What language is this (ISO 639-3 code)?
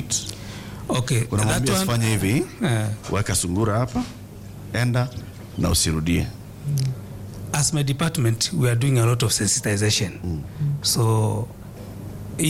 swa